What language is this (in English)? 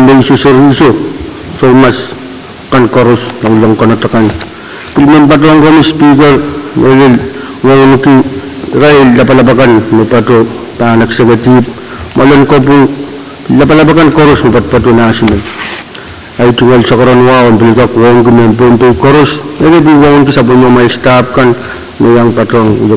Pohnpeian